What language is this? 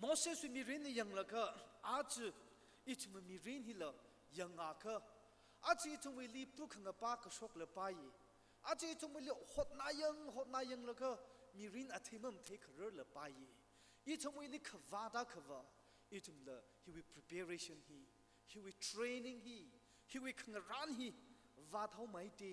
Tangkhul Naga (India)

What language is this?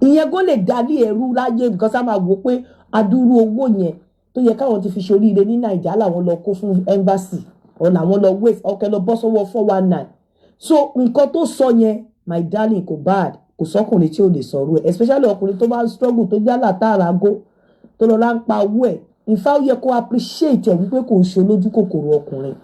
Yoruba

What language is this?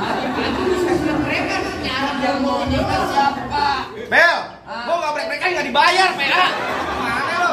Betawi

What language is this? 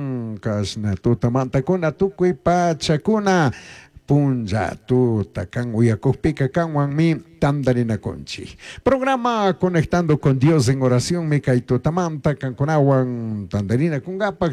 Chimborazo Highland Quichua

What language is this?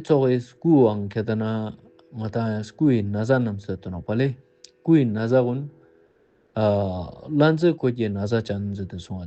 Ladakhi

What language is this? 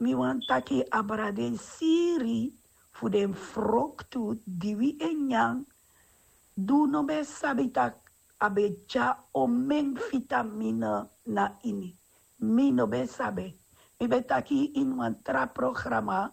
Sranan Tongo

